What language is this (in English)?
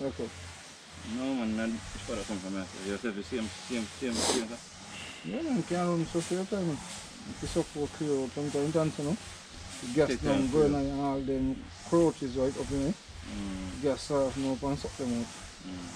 Jamaican Creole English